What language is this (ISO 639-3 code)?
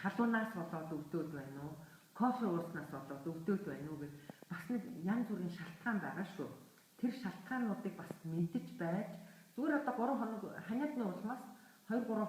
mon